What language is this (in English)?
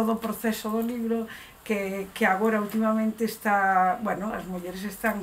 Galician